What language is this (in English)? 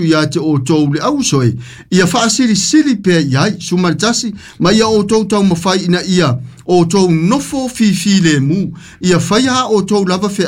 Samoan